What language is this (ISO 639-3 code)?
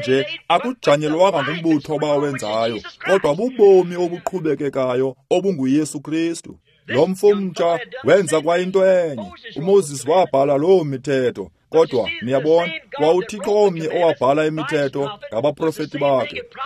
xho